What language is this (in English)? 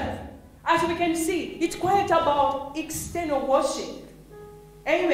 English